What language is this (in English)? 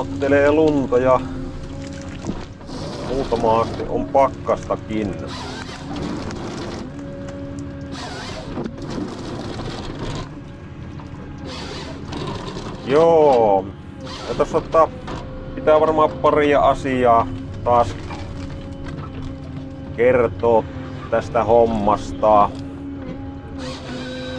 Finnish